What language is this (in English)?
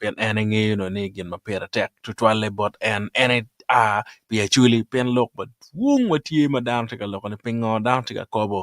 Acoli